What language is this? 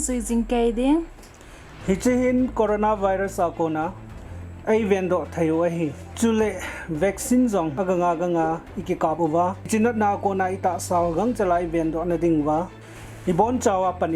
Thado Chin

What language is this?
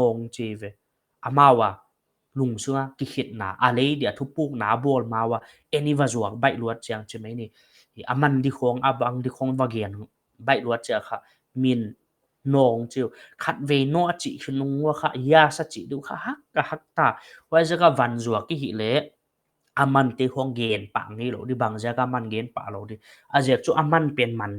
Paite Chin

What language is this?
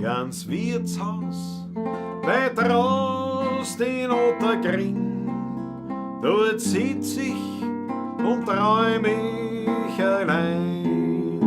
Bavarian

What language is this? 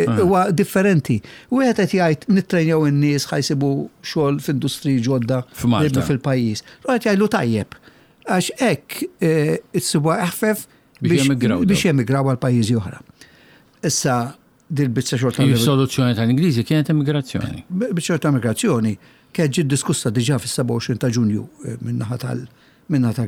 Maltese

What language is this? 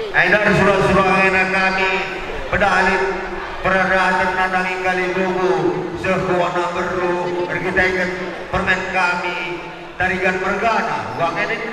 Batak Karo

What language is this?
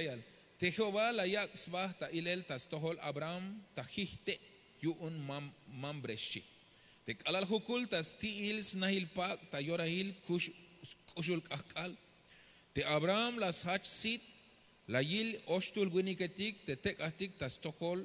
Tzeltal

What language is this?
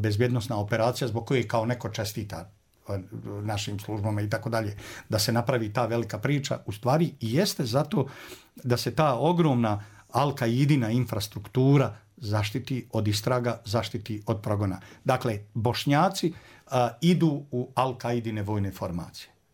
Bosnian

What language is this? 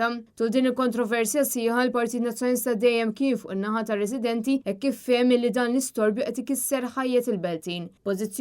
Maltese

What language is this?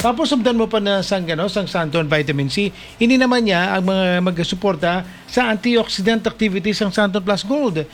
Hiligaynon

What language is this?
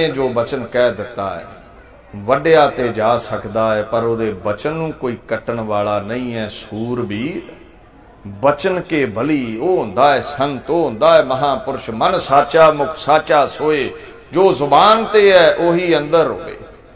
Punjabi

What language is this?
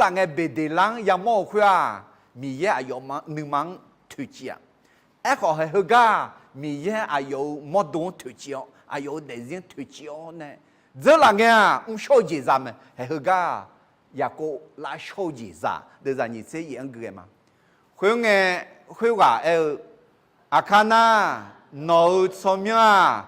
Akha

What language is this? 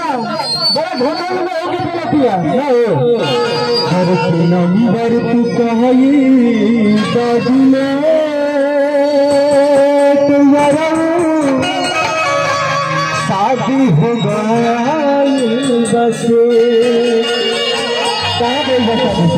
Bhojpuri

